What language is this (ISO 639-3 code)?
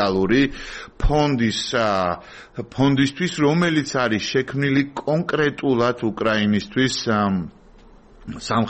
kat